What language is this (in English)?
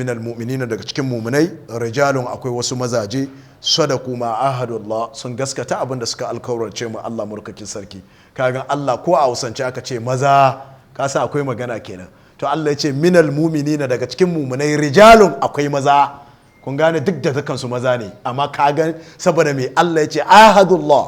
Hausa